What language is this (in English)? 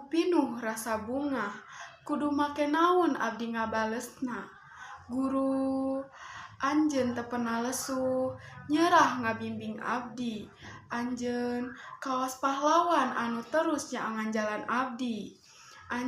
Sundanese